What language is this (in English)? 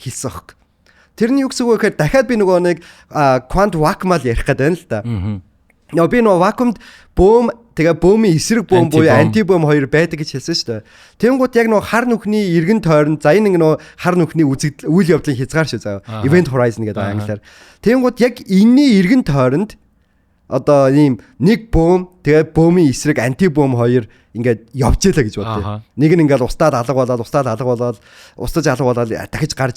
Mongolian